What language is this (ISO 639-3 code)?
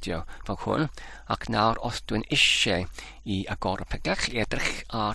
cym